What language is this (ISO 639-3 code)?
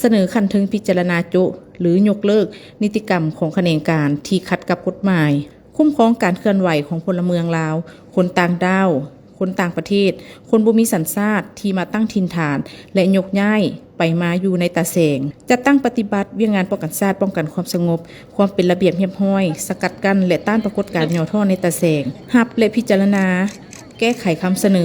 lao